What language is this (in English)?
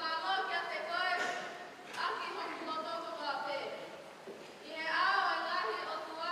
Tongan